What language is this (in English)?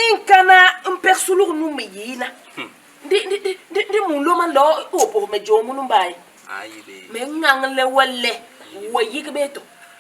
Basaa